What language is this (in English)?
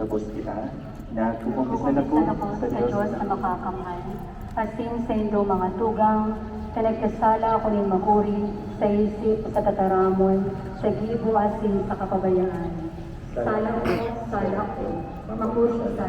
Bikol